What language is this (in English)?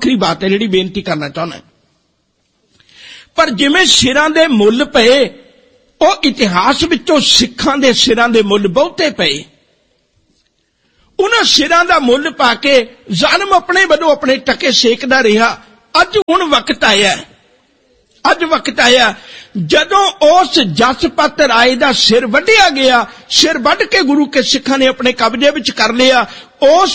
Punjabi